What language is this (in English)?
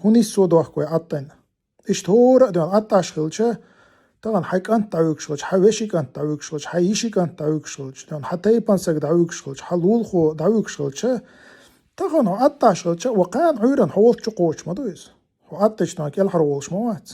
Chechen